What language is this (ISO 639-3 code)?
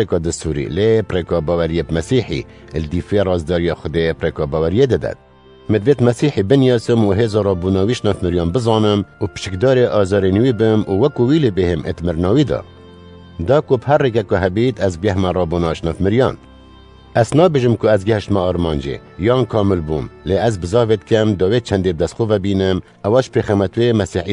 kur